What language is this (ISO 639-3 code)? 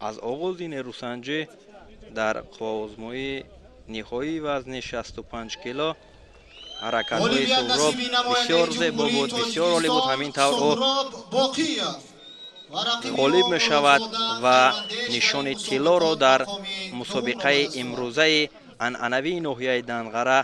tgk